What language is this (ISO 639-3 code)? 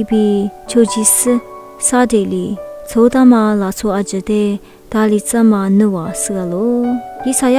lis